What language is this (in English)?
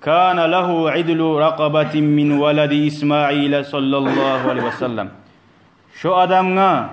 Kumyk